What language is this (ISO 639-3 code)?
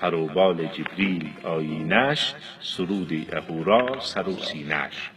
fas